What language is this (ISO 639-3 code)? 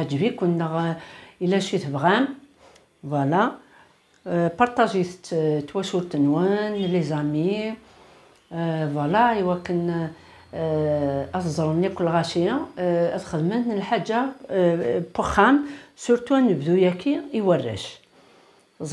kab